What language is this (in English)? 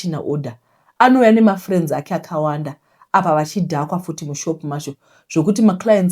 Shona